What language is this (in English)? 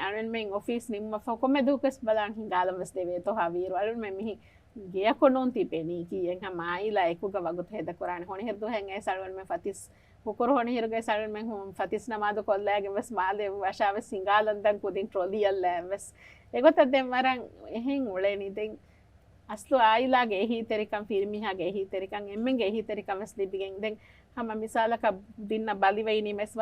Divehi